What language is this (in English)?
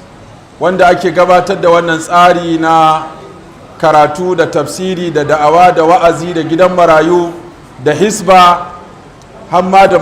Hausa